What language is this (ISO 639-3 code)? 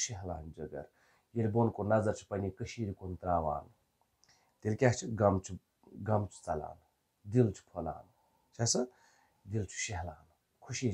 kas